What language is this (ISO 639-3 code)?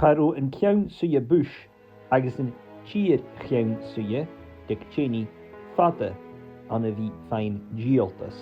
gla